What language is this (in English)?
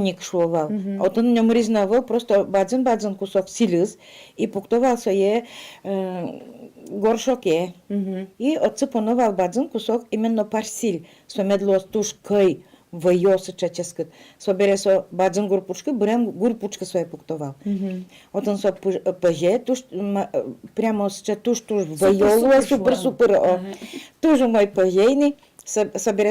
Udmurt